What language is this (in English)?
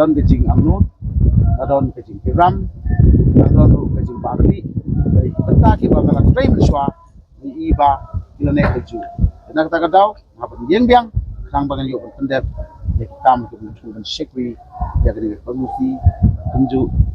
Khasi